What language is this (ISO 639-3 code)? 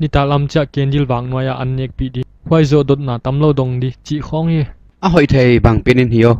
pck